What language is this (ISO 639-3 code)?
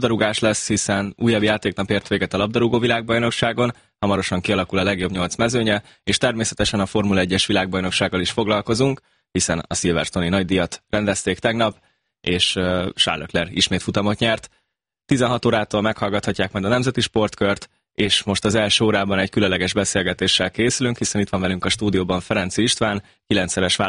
hun